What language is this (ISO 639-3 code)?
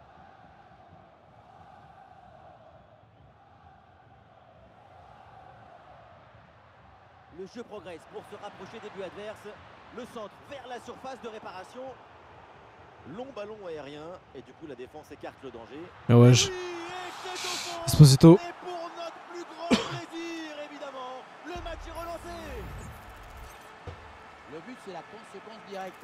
fra